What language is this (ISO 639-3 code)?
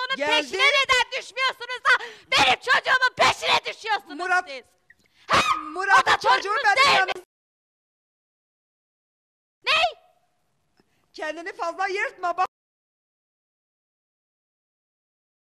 tur